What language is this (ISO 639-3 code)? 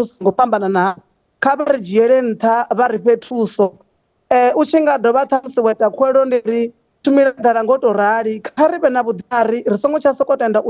ven